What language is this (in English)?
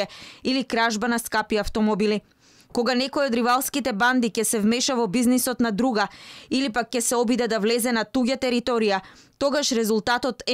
Macedonian